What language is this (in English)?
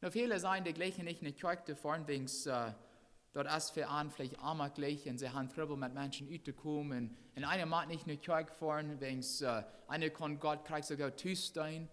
Plautdietsch